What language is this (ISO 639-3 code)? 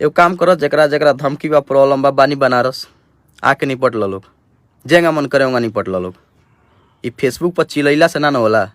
bho